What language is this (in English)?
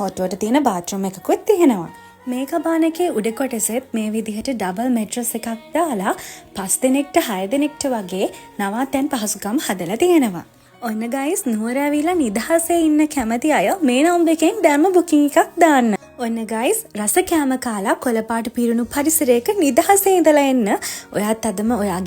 Sinhala